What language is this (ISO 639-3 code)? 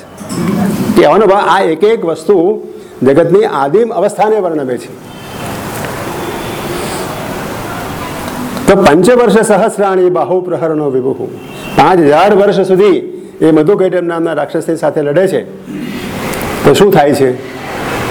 guj